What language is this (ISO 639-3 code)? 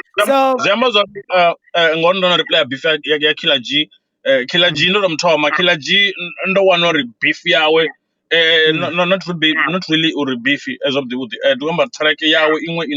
ven